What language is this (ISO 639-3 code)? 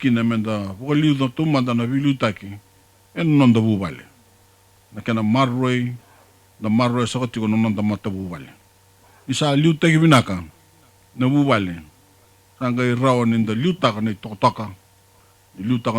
fij